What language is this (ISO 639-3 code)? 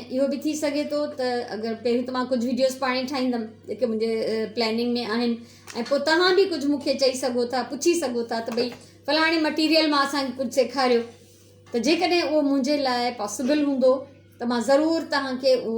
snd